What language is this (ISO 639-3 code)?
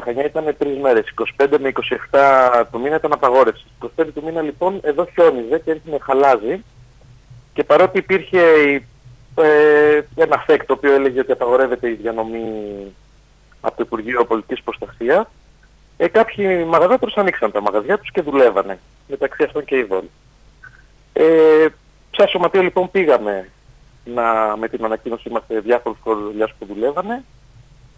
ell